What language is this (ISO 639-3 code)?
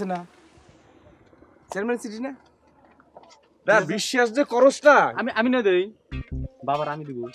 ben